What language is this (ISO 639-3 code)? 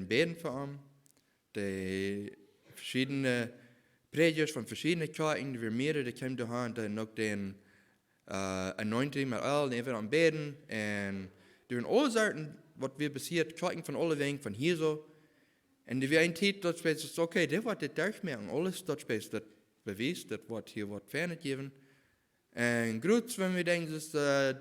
pdt